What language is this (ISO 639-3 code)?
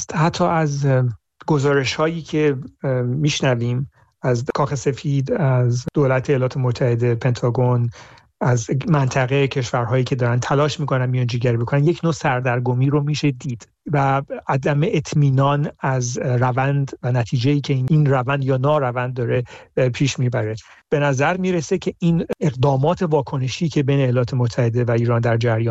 fas